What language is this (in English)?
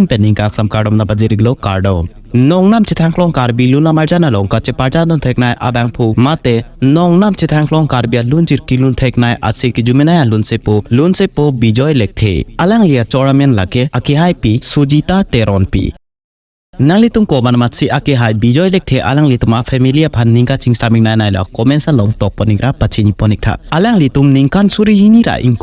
Karbi